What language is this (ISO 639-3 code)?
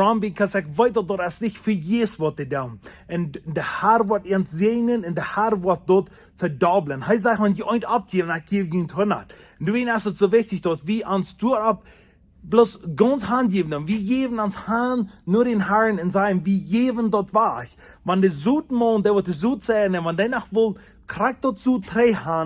pdt